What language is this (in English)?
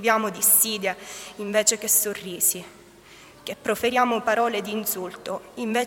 Italian